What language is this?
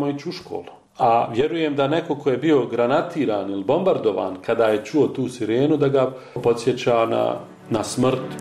Bosnian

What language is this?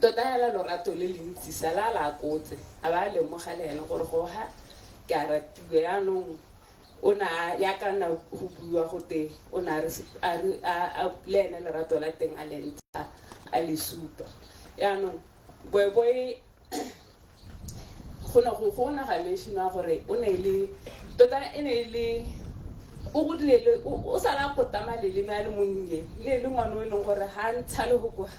Tswana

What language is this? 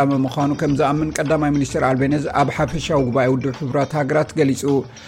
Tigrinya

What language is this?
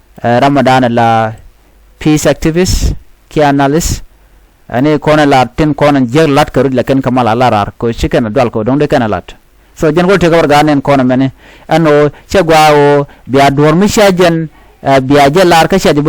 Nuer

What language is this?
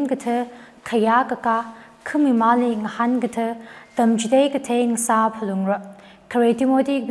Tangkhul Naga (India)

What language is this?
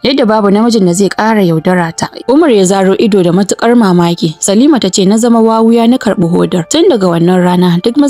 Hausa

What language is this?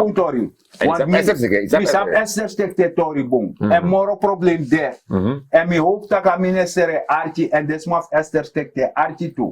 Sranan Tongo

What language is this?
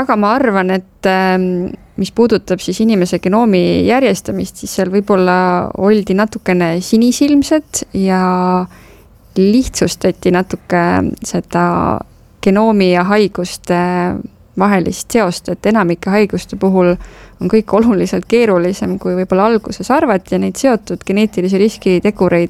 Estonian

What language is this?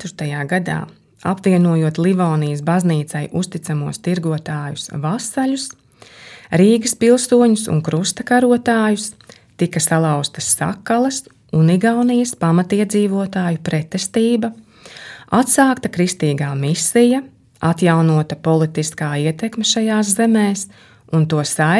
Latvian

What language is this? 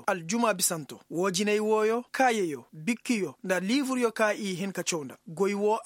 Koyraboro Senni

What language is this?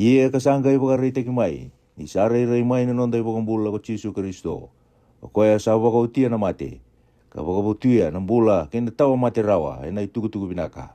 Fijian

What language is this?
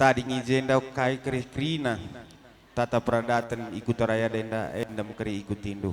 Batak Karo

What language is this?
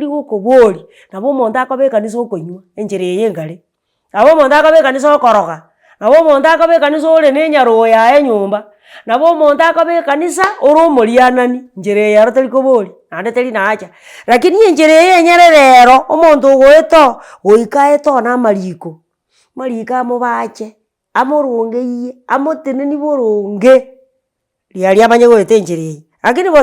Gusii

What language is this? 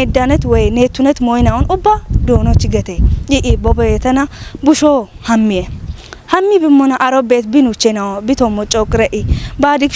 Kafa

